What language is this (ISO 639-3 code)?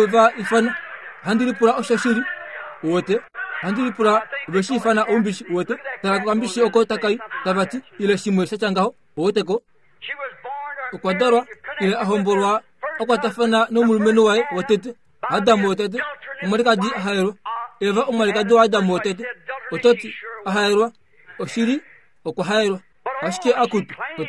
kua